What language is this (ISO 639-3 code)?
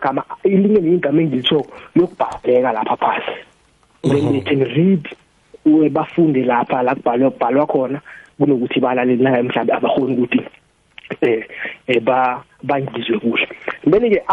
nbl